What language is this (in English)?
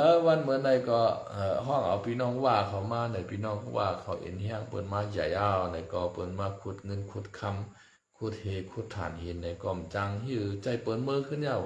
Shan